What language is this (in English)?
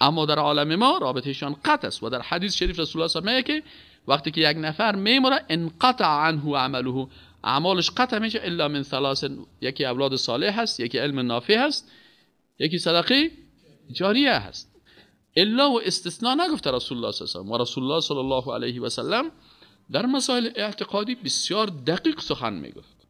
Persian